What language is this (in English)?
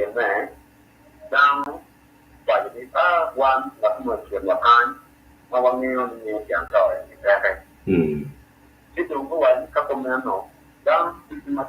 Acoli